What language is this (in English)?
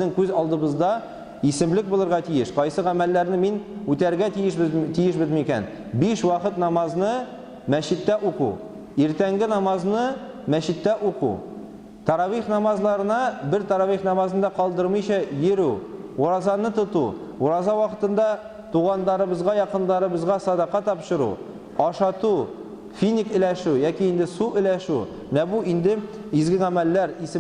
Tatar